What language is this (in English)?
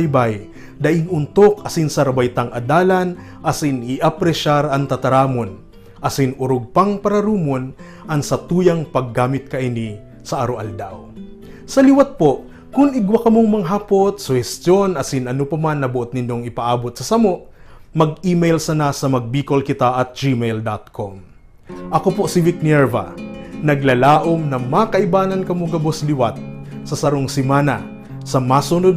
Bikol